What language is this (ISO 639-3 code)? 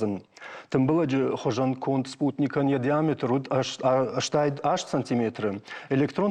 oss